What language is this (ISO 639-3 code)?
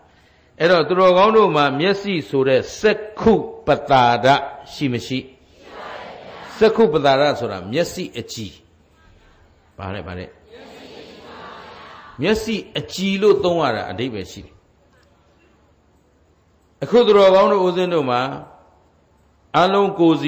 mya